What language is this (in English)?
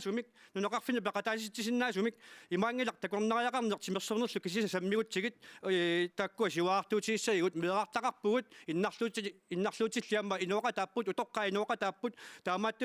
Kalaallisut